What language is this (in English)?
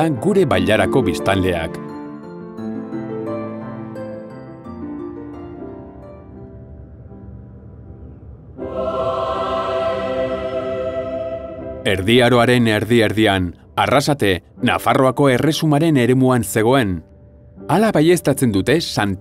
Basque